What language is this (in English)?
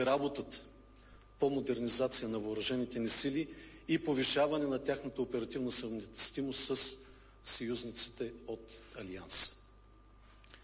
Bulgarian